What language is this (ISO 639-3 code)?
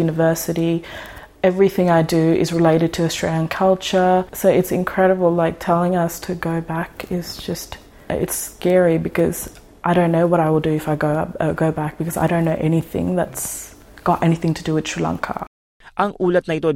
fil